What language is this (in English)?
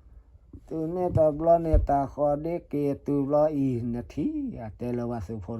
S'gaw Karen